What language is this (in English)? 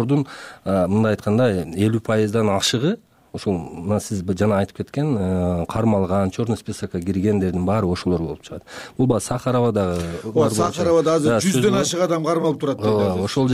Kyrgyz